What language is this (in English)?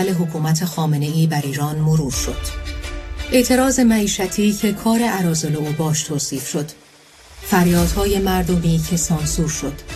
Persian